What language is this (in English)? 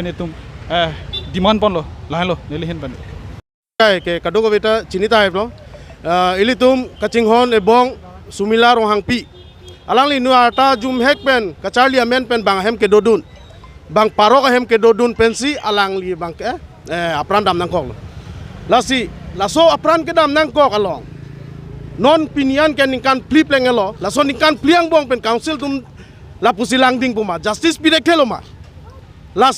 Karbi